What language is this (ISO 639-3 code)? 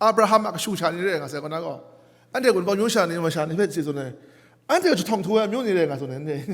kac